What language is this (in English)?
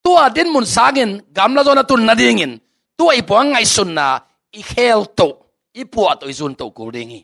Tedim Chin